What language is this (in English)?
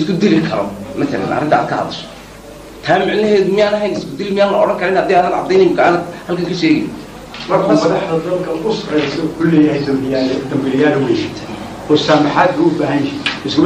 Somali